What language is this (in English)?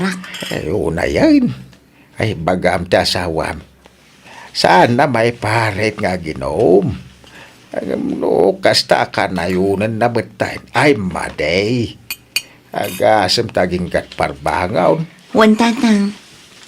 Iloko